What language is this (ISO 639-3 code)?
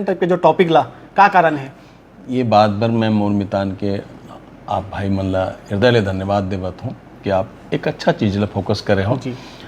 hne